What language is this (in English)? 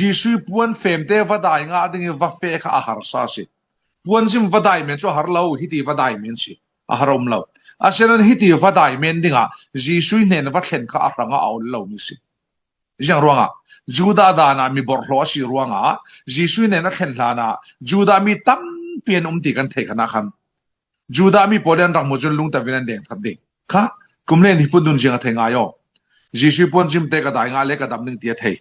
Falam Chin